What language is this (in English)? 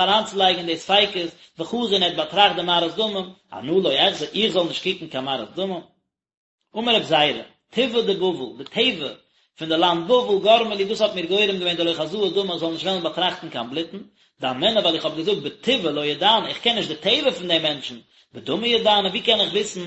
Yiddish